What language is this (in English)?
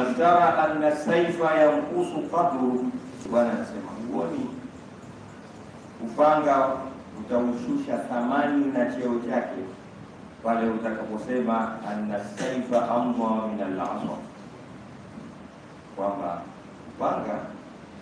Swahili